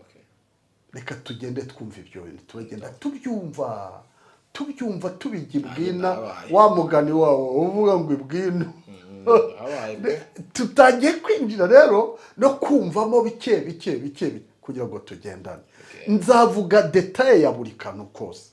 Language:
Kinyarwanda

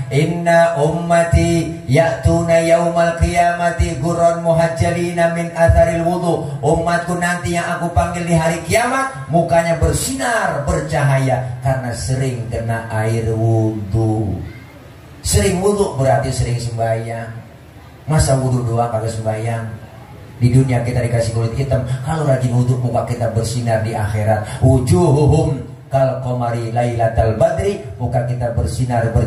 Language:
Betawi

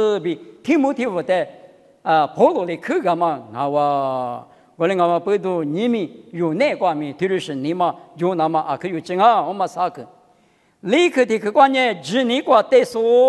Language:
Lisu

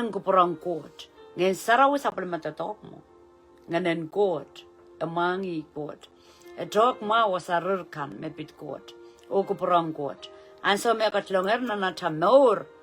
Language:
Pohnpeian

